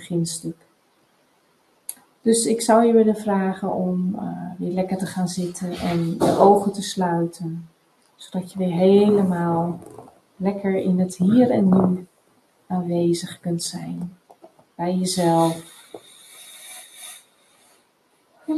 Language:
Dutch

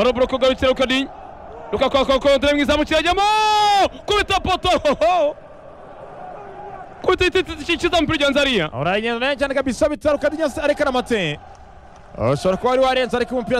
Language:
Kinyarwanda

